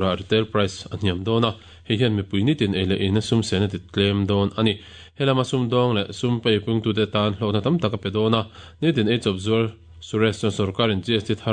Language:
Mizo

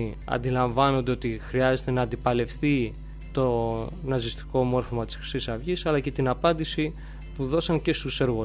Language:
Greek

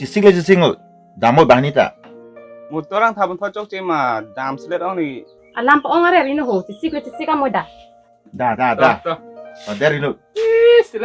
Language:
Karbi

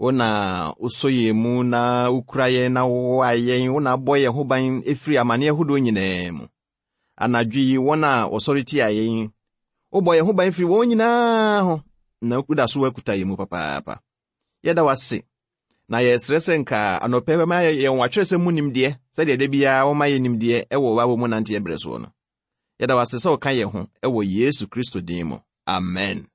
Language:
Akan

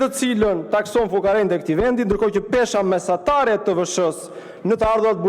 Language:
Albanian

